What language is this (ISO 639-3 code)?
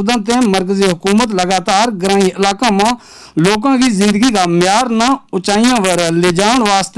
gju